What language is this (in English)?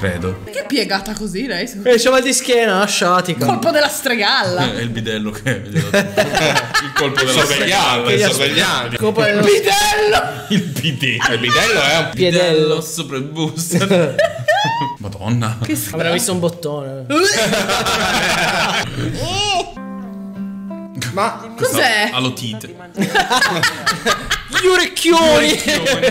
Italian